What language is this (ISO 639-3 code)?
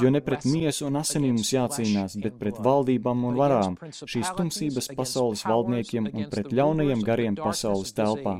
lav